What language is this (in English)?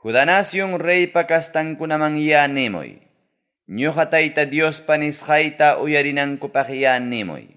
Ayacucho Quechua